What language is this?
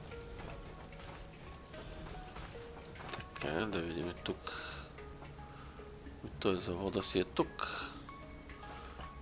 Bulgarian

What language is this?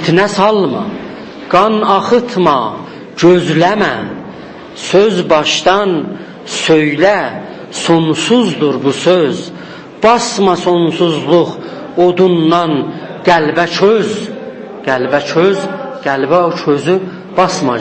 South Azerbaijani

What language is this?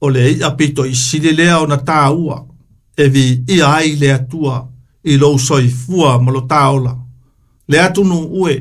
Samoan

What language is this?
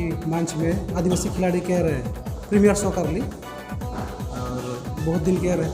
Sadri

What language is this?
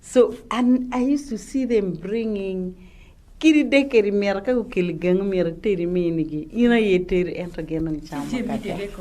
Acoli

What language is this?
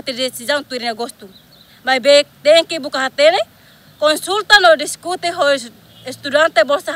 Tetum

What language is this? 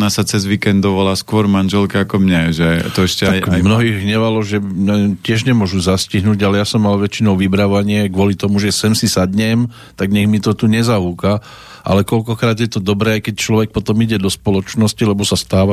Slovak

